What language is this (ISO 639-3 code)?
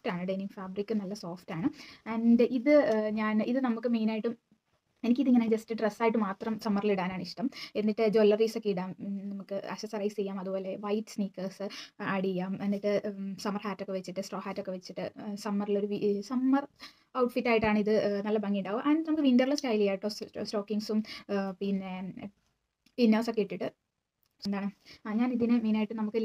mal